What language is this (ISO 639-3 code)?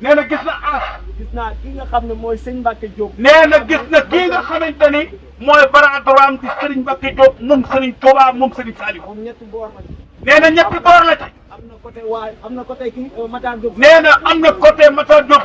wol